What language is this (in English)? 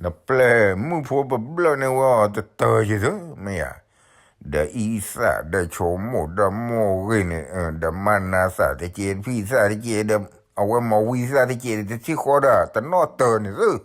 S'gaw Karen